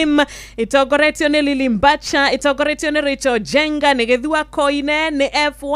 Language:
Kikuyu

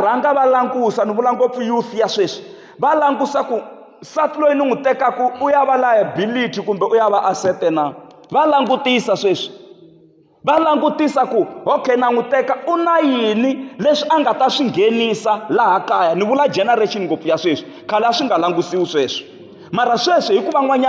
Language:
Tsonga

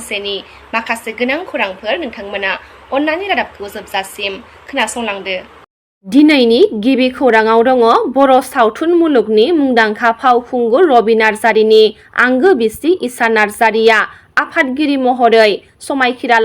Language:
Bodo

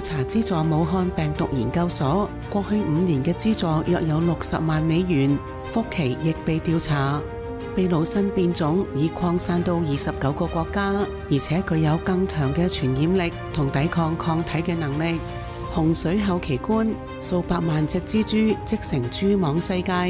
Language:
Cantonese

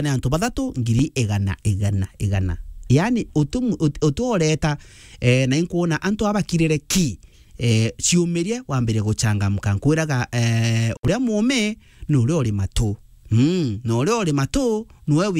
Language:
Meru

